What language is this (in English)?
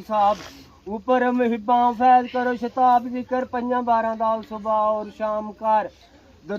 Pahari-Potwari